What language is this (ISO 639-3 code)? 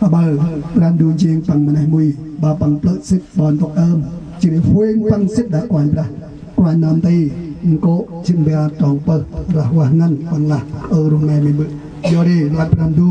cmo